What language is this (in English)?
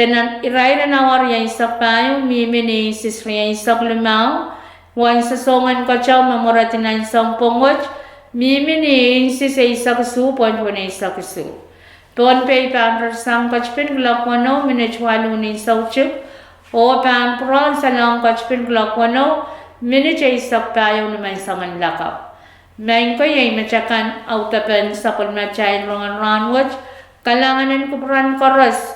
Pohnpeian